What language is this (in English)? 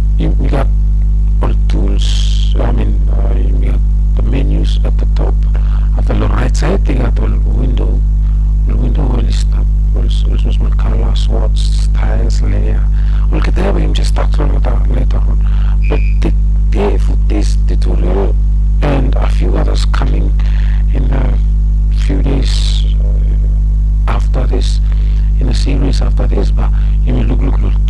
Bislama